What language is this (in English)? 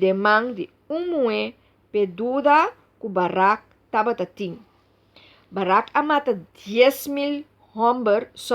Papiamento